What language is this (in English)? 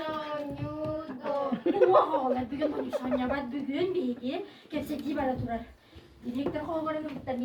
Yakut